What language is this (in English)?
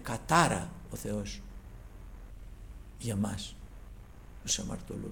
Greek